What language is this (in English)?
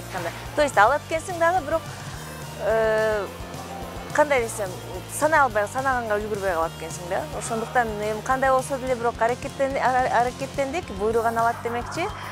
Kyrgyz